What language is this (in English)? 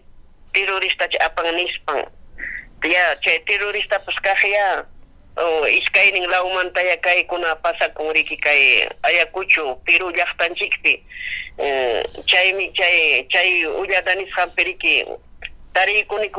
Ayacucho Quechua